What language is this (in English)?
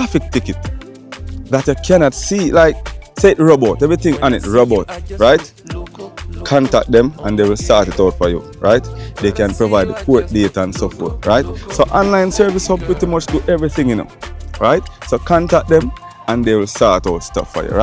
Jamaican Creole English